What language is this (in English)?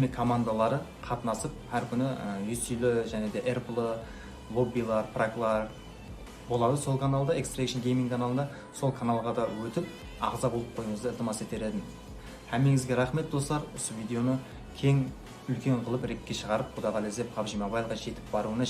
Kara-Kalpak